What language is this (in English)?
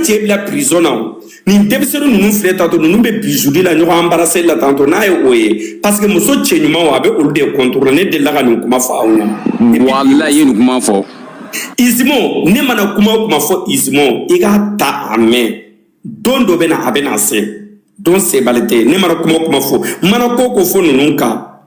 Bambara